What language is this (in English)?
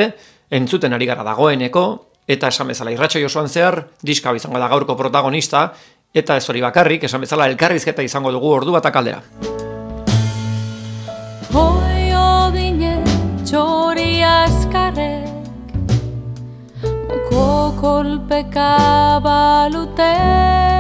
Basque